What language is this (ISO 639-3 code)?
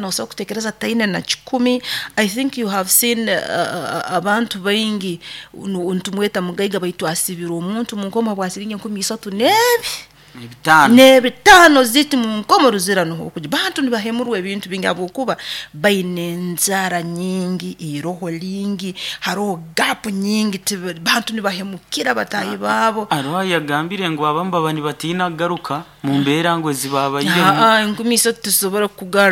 nyo